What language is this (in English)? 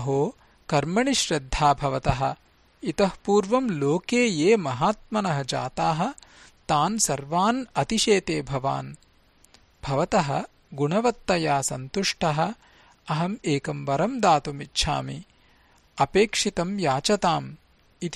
Sanskrit